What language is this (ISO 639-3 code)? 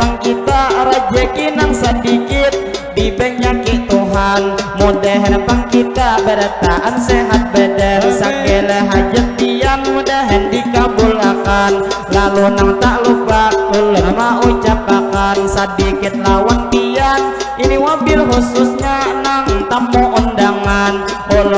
bjn